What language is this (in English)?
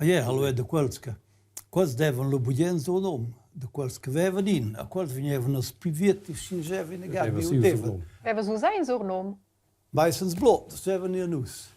Romansh